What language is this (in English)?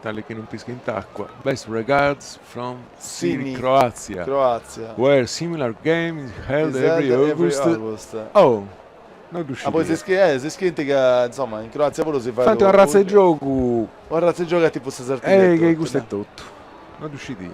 Sardinian